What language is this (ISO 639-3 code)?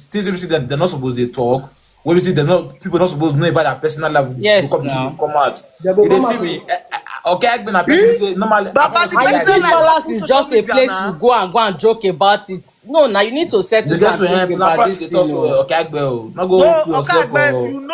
pcm